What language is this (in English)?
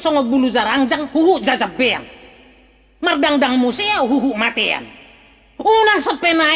Batak Toba